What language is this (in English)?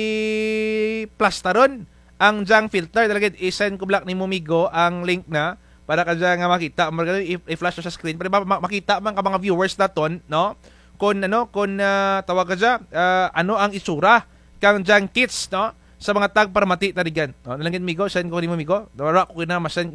Kinaray-a